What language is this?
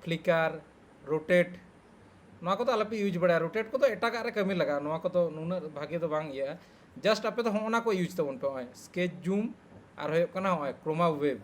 Santali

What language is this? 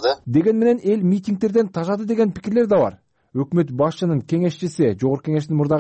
Kyrgyz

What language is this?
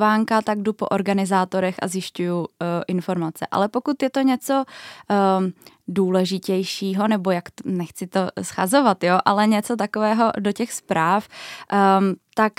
Czech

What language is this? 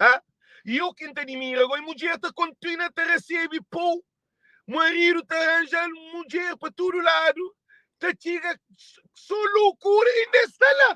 Kabuverdianu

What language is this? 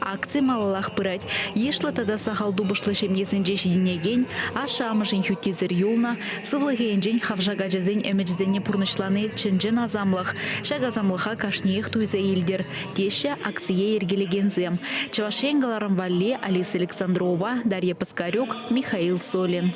Chuvash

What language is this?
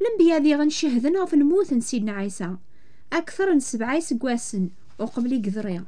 Kabyle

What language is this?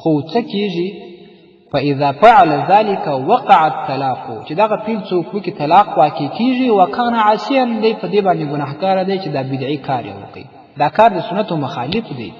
Pashto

